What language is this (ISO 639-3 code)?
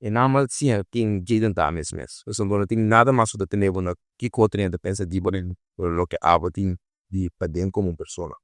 pap